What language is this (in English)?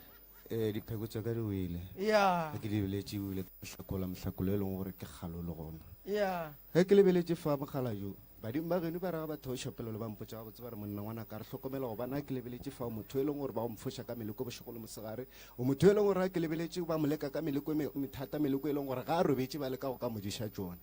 Northern Sotho